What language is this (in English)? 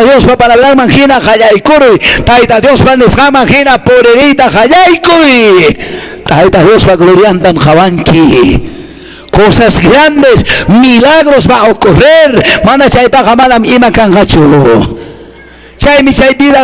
Quechua